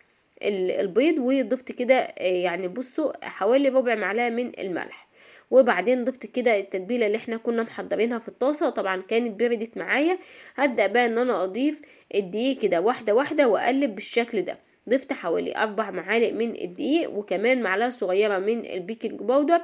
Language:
Egyptian Arabic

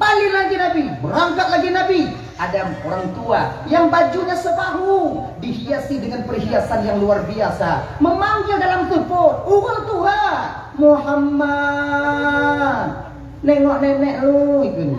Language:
Achinese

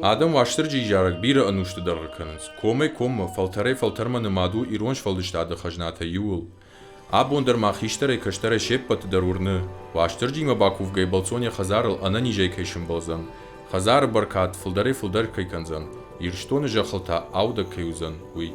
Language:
Ossetic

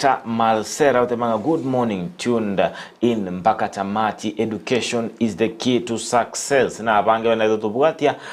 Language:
Gusii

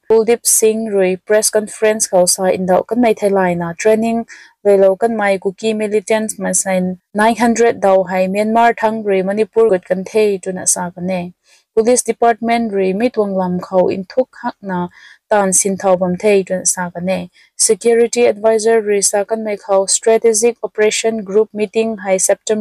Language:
Rongmei Naga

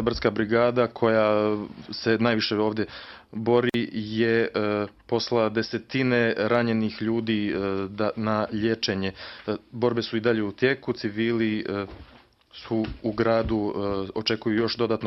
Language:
Bosnian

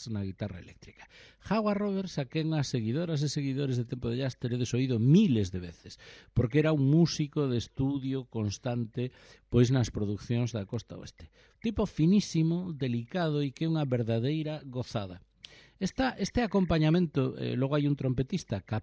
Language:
Galician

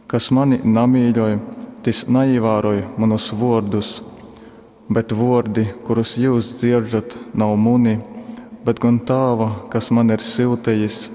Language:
Latgalian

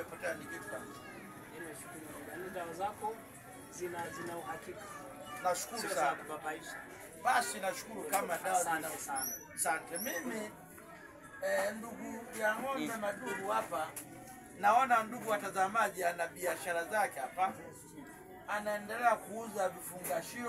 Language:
Swahili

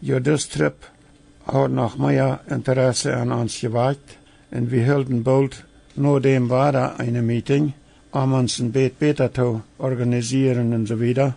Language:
Plautdietsch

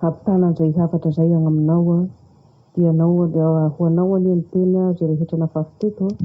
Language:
Malagasy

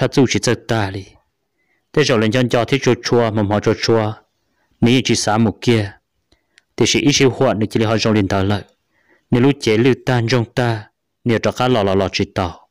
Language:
Hmong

